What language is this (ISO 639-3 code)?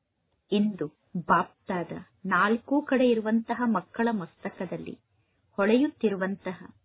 kan